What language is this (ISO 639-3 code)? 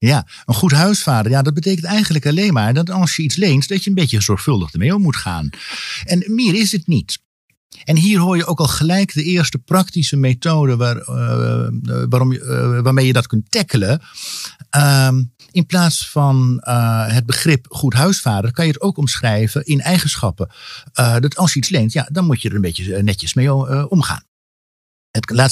nld